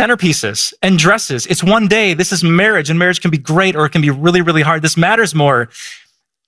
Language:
English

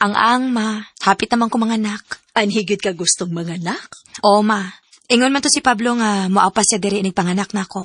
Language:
Cebuano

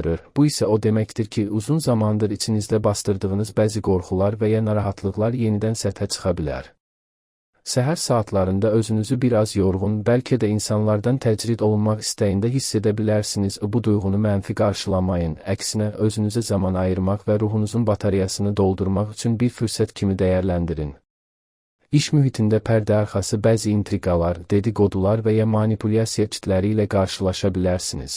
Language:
Azerbaijani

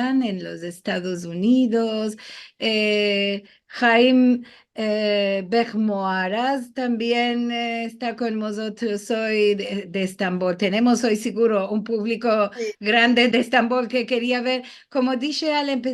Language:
Ladino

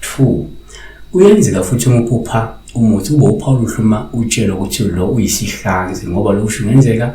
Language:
Zulu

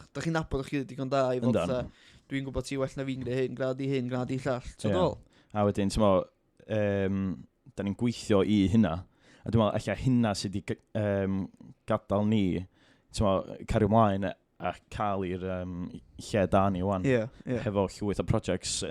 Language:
Welsh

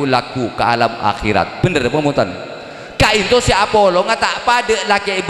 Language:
Madurese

